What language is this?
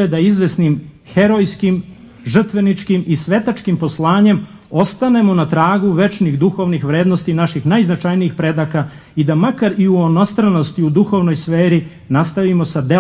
Serbian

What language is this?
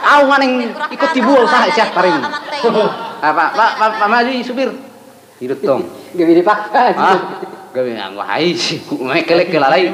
Batak Toba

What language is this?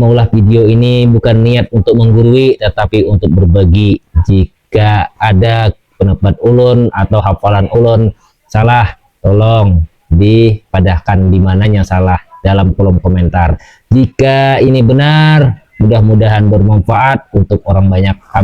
Banjar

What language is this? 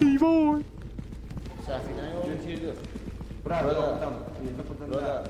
South Azerbaijani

